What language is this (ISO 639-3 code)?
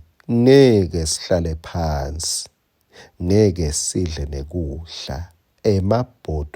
ssw